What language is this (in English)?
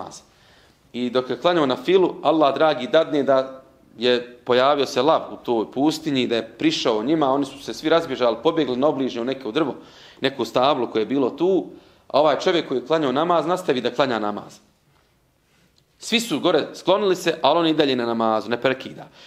Bosnian